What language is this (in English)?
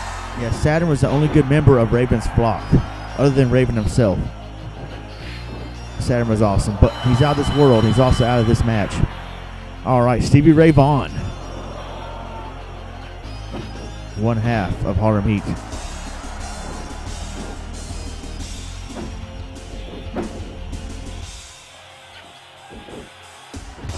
English